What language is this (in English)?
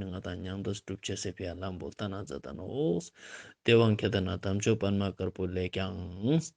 Ladakhi